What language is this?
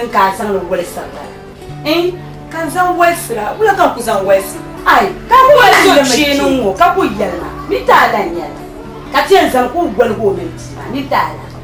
Dagbani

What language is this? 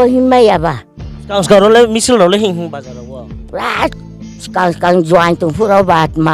Riang (India)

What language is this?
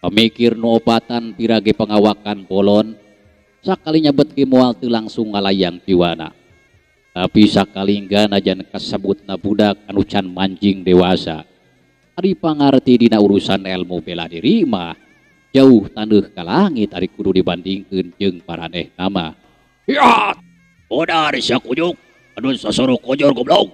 Sundanese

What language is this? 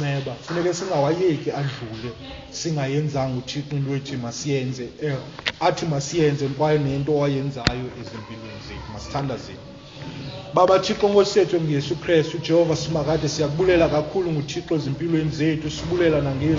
Xhosa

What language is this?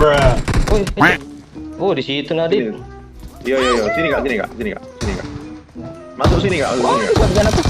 Musi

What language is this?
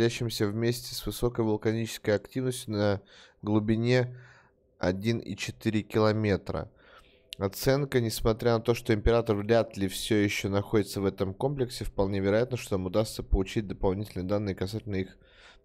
Russian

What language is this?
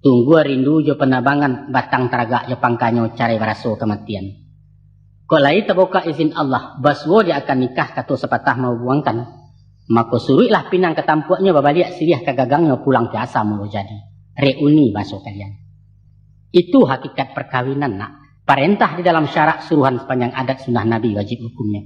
Minangkabau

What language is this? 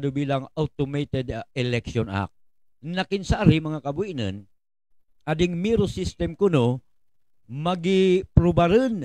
Buhi'non Bikol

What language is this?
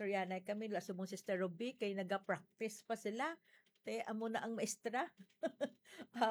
Hiligaynon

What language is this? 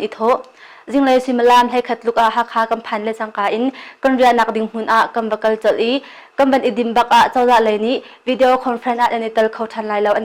Hakha Chin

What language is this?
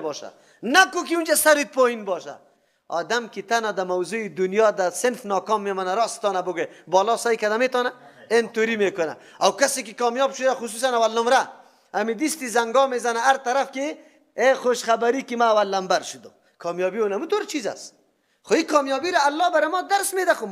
Persian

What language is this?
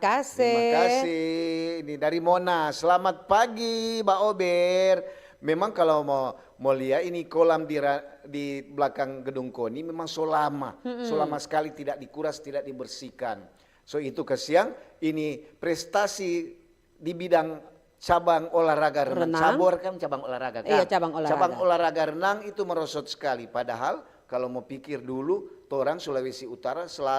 Manado Malay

